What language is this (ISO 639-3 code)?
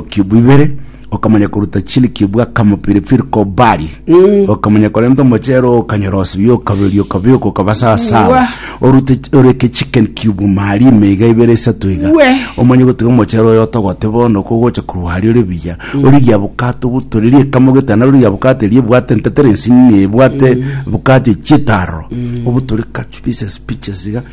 guz